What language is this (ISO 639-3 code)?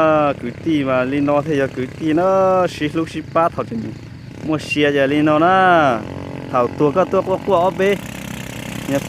hmn